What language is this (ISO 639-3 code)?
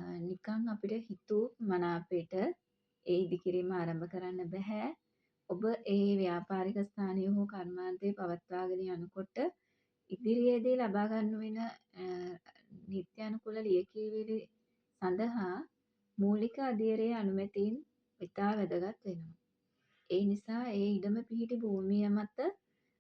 sin